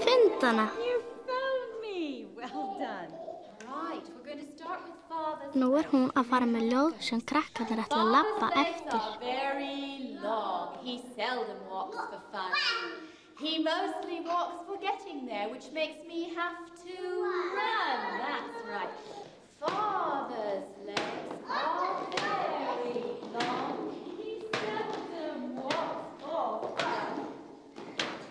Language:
Icelandic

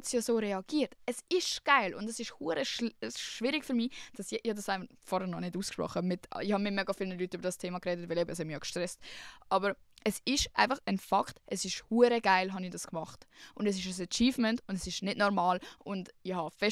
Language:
Swiss German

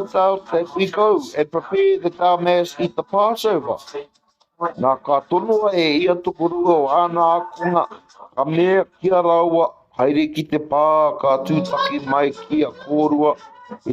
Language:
Māori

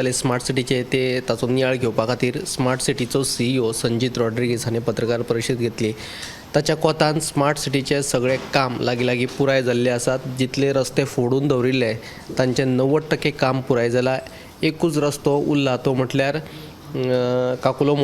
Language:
Konkani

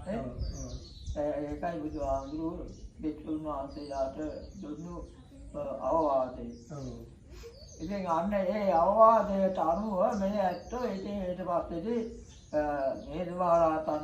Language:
Sinhala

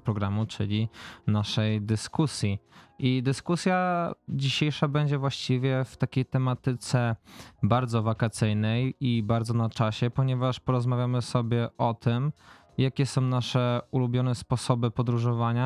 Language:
Polish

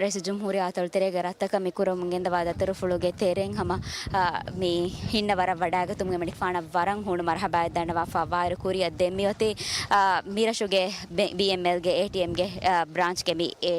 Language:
Divehi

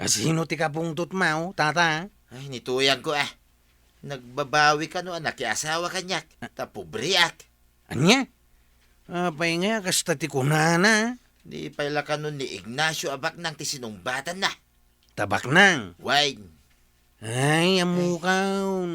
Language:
Iloko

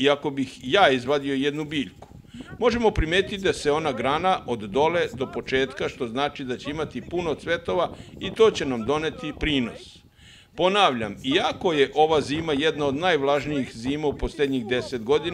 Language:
Serbian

